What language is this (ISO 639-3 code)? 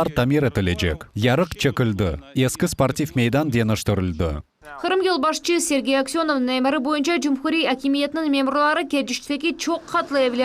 crh